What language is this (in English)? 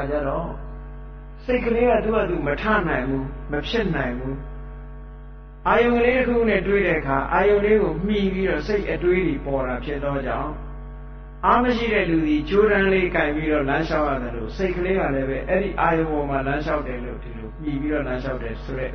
Burmese